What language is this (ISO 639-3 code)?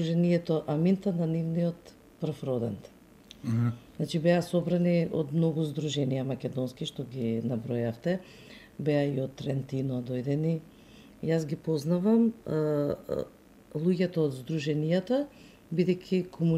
mkd